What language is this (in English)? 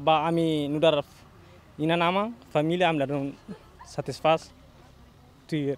Tetum